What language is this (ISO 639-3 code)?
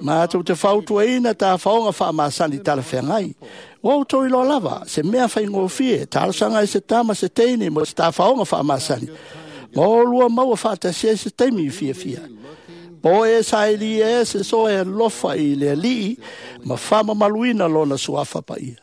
smo